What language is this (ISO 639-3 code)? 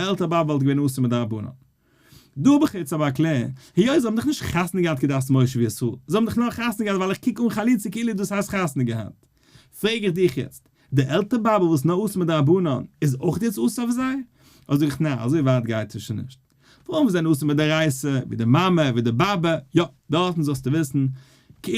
yid